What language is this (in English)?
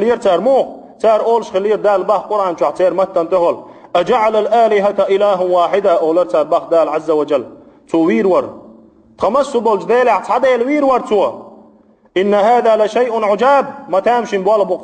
Chechen